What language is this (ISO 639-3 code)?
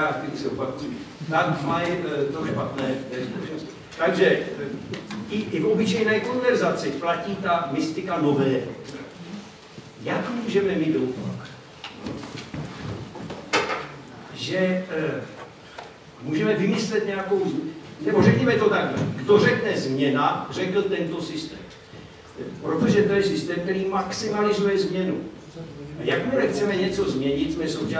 ces